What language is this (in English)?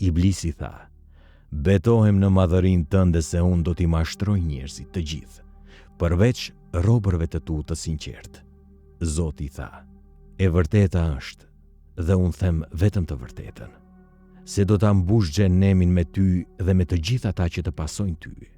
Albanian